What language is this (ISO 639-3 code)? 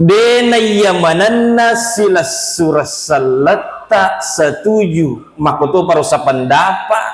bug